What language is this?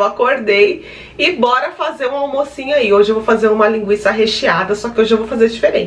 Portuguese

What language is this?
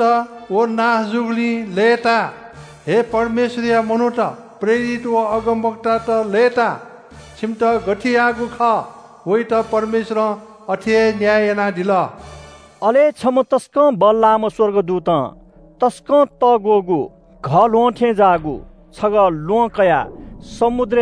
Newari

